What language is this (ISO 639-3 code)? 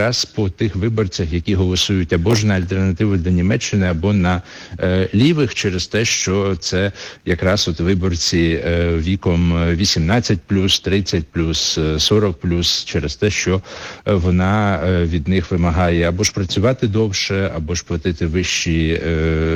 ukr